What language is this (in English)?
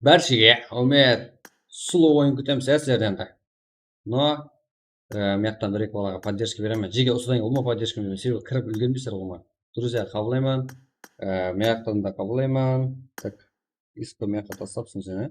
Kara-Kalpak